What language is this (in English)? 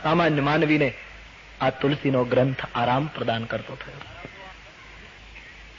Gujarati